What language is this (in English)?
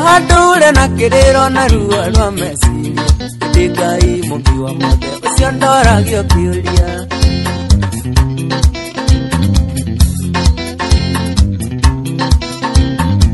Kikuyu